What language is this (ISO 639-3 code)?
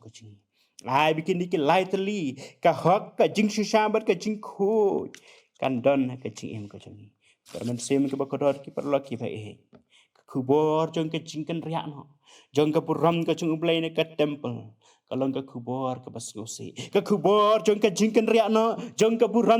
kha